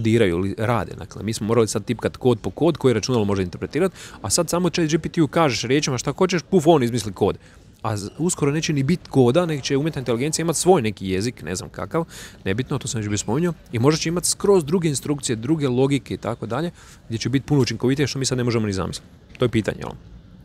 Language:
Croatian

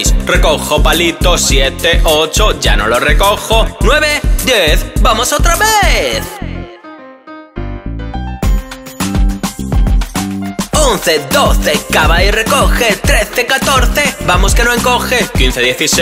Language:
Spanish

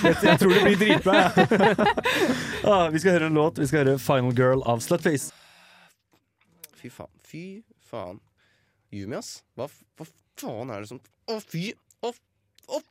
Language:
Norwegian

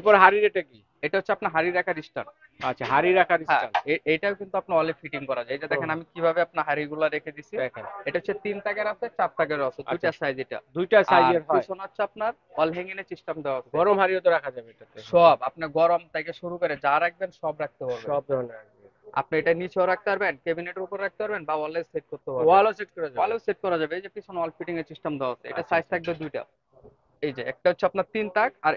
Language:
Bangla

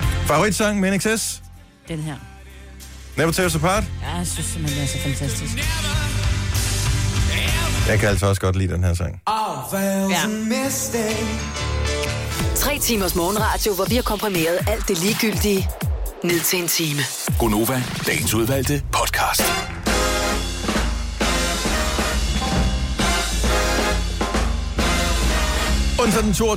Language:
Danish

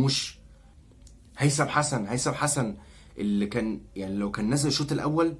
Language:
Egyptian Arabic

